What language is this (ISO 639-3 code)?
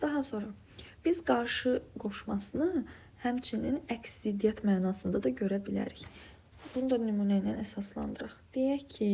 aze